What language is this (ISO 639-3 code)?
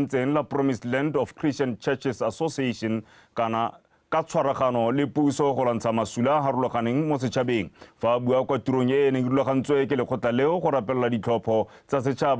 tsn